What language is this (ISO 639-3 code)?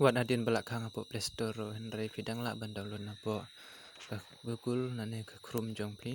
kha